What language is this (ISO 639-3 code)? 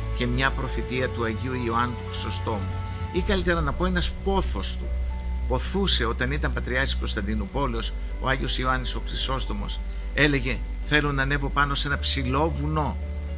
ell